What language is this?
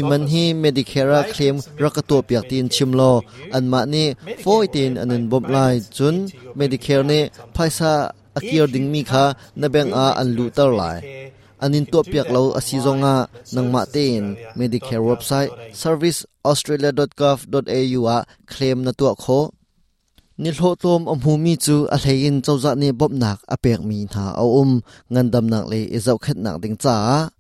Hakha Chin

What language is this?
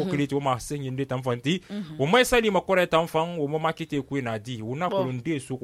Susu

